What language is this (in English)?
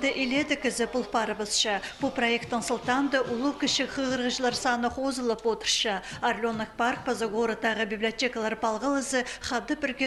Khakas